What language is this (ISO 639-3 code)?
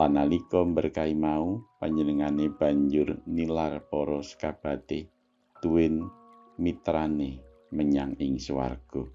jav